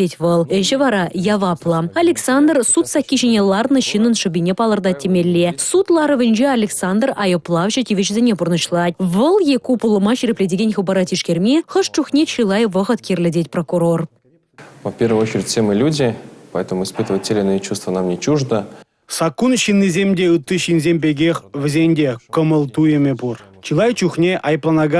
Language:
Chuvash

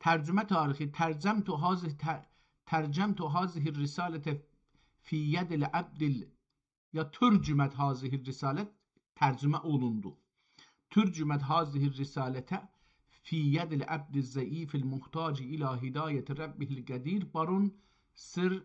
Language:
South Azerbaijani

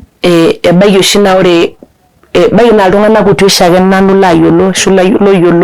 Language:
Masai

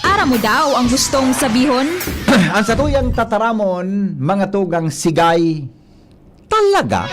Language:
Bikol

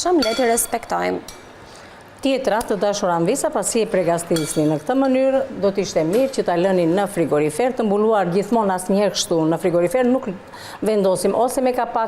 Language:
Albanian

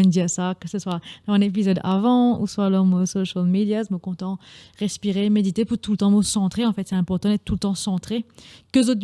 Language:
Morisyen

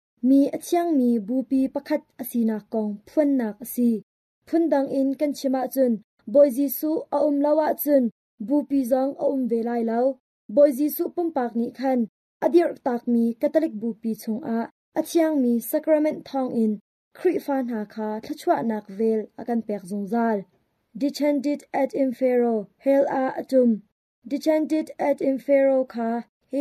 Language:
Hakha Chin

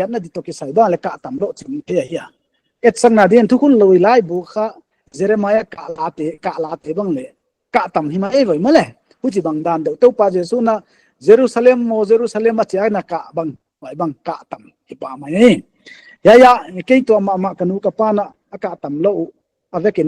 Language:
Paite Chin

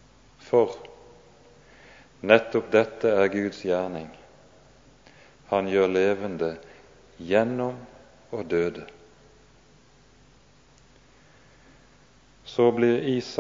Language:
Norwegian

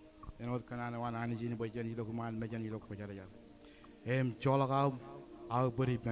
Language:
Marshallese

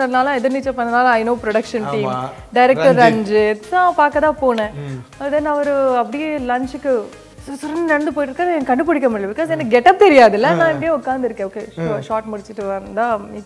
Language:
Tamil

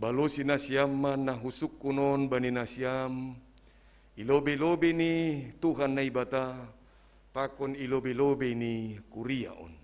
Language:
Batak Simalungun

